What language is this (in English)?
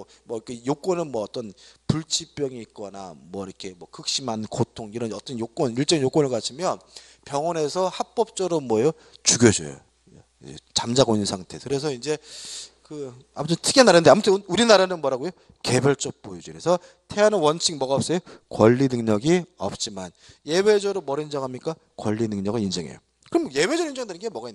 Korean